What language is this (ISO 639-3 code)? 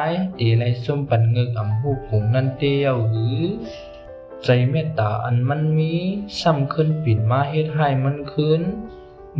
shn